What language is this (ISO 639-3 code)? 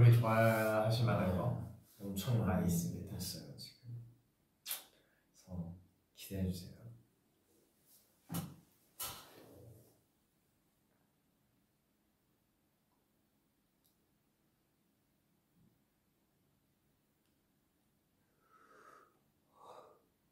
kor